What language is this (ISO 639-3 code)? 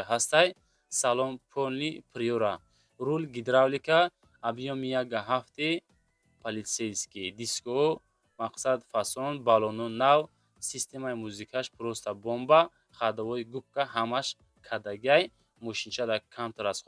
tgk